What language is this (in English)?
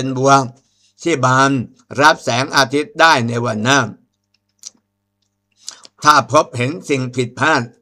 Thai